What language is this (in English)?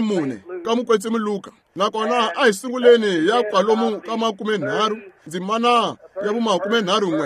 Tsonga